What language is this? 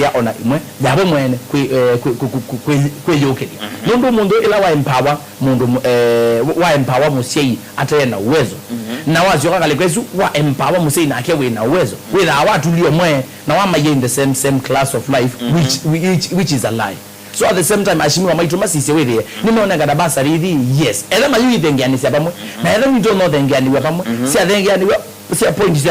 Kamba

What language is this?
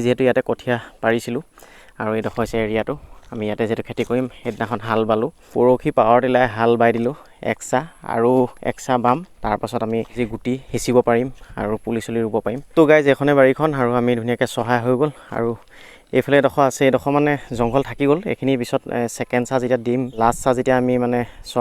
Assamese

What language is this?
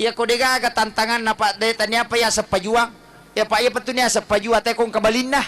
Buginese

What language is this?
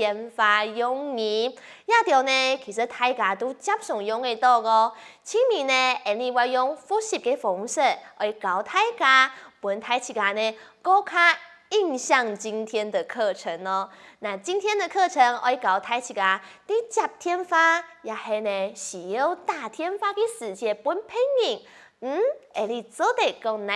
Hakka Chinese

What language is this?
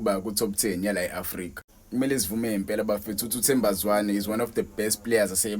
Zulu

